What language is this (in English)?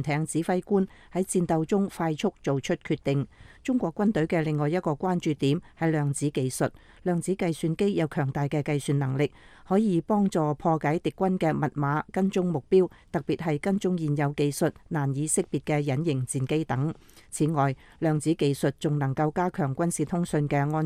Cantonese